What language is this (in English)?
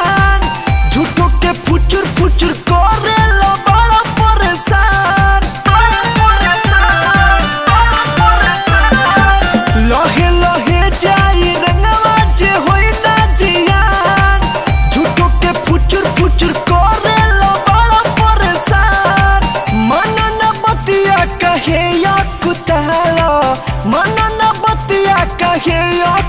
Bhojpuri